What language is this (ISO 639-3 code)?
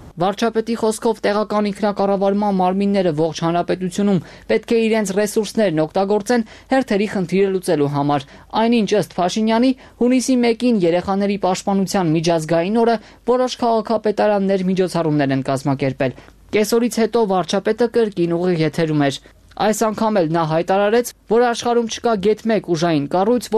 hye